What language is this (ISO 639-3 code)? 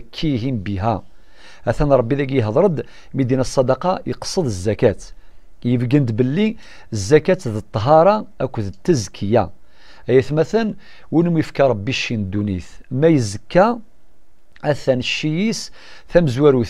kab